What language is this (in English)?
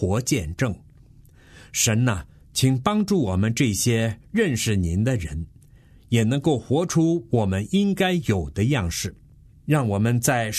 Chinese